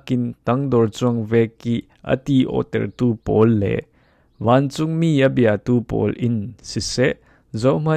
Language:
Falam Chin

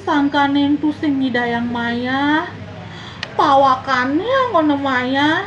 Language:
Balinese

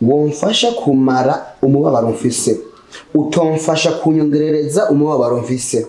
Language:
Rundi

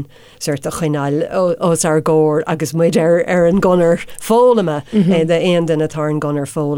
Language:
Irish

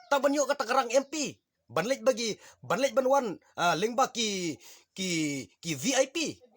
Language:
Khasi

